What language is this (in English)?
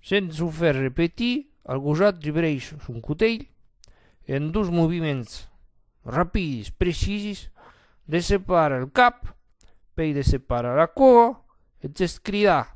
Occitan